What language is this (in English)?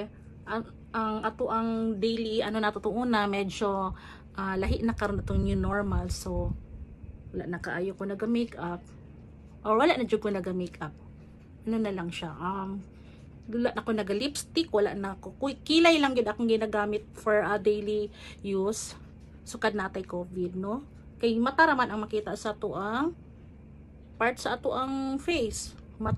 Cebuano